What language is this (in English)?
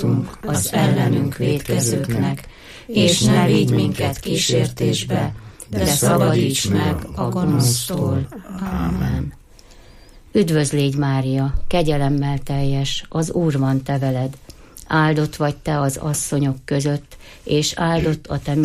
Hungarian